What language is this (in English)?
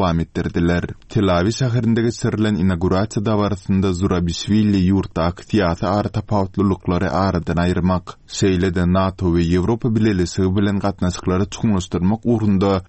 Turkmen